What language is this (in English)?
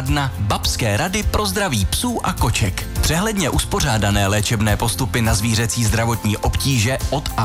Czech